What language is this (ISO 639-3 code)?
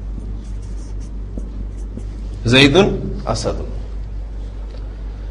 urd